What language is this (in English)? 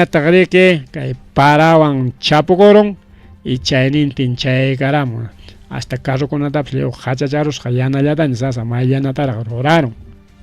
Ayacucho Quechua